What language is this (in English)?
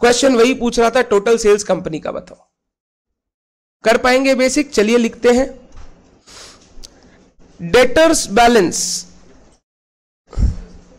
Hindi